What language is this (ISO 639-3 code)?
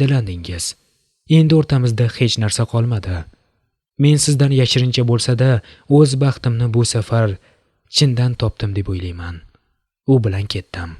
uzb